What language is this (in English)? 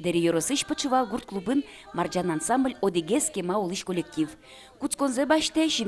Udmurt